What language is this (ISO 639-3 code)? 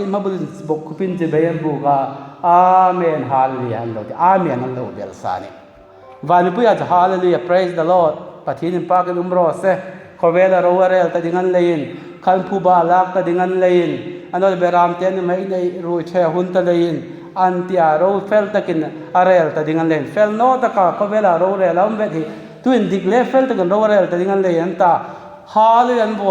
hmr